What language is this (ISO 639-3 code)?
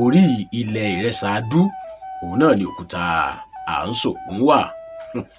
yor